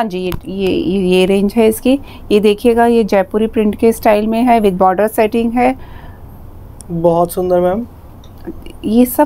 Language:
Hindi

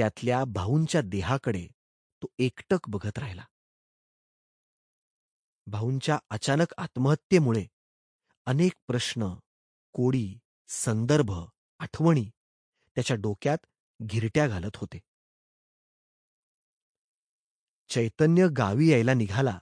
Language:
Marathi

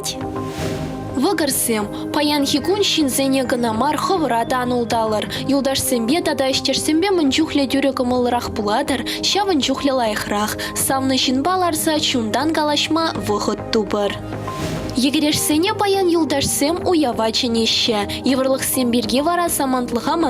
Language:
Chuvash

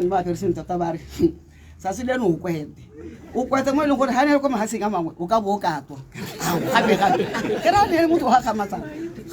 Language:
Tswana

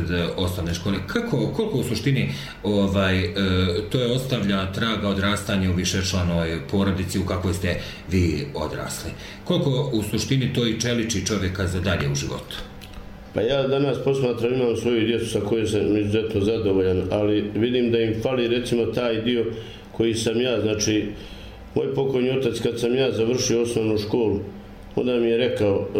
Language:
Bosnian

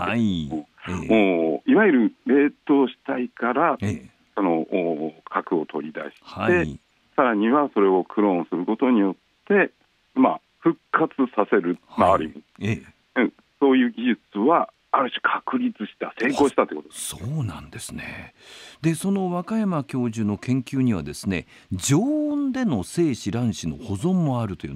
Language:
Japanese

